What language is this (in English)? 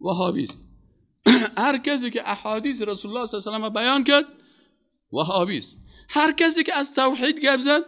Persian